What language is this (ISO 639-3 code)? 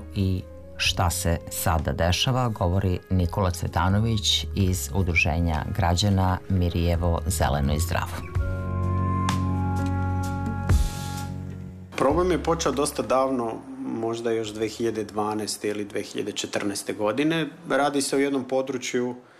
srp